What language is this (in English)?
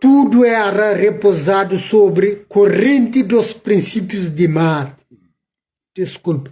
Kabuverdianu